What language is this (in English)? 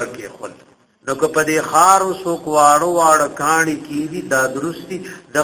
Pashto